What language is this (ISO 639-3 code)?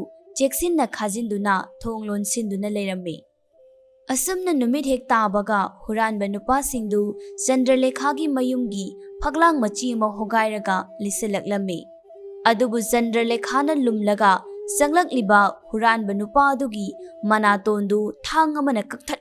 mni